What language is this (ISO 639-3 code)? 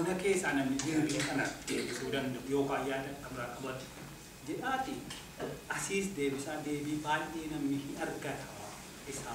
orm